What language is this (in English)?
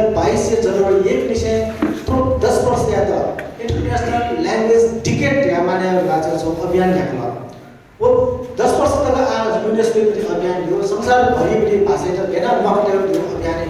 Newari